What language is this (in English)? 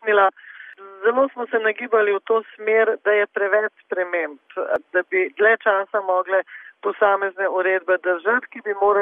Slovenian